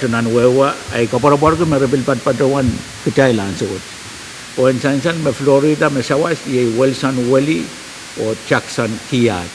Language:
Pohnpeian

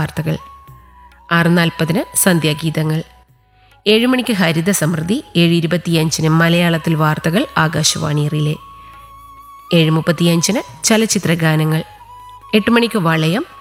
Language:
Malayalam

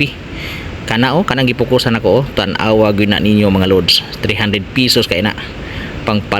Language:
Cebuano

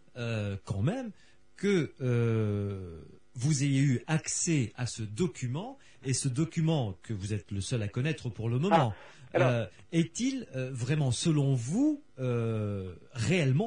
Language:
French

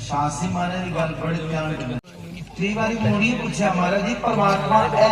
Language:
Dogri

